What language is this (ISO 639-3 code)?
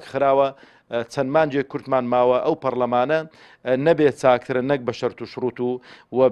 ckb